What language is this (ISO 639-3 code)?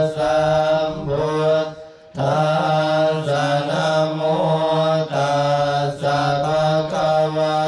pli